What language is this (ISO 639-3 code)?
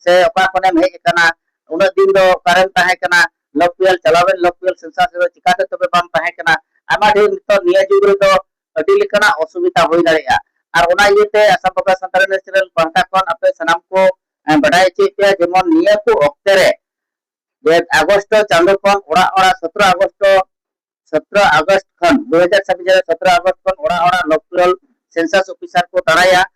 sat